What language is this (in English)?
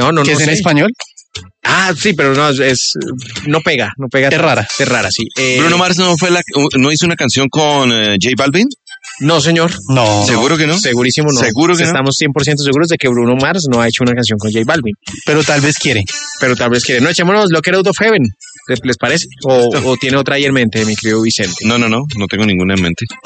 Spanish